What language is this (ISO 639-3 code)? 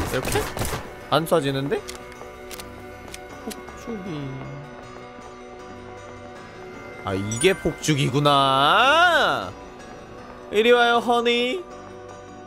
kor